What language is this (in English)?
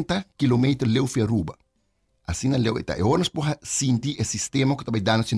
Papiamento